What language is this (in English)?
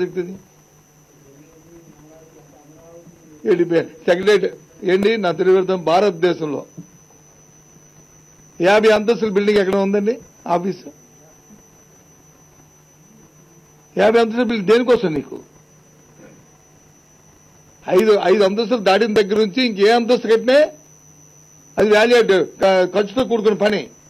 Telugu